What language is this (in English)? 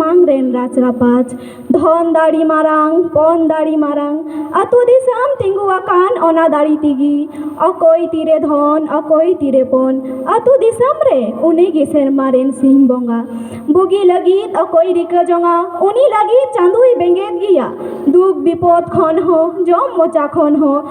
Santali